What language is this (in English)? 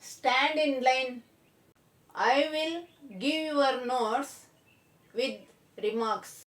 Konkani